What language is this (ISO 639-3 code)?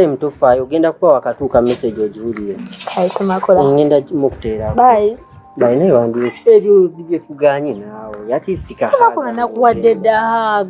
lug